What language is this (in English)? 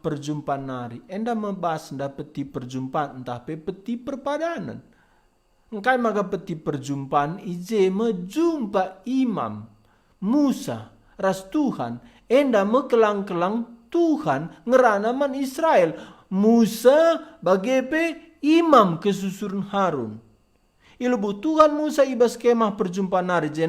Batak Karo